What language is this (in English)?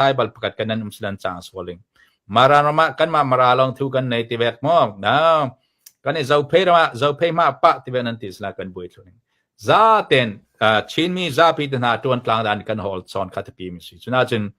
Hakha Chin